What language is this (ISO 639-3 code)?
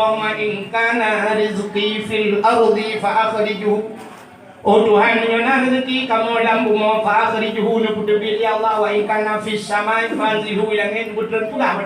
ace